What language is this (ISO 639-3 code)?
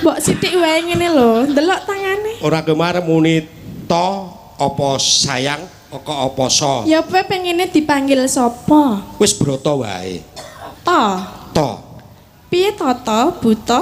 jav